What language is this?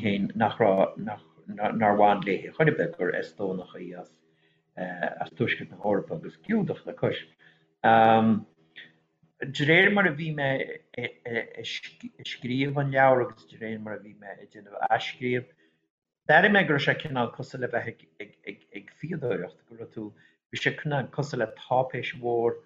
Irish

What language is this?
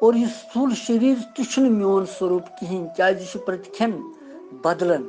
Kashmiri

